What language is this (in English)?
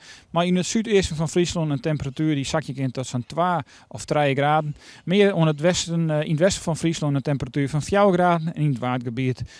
Western Frisian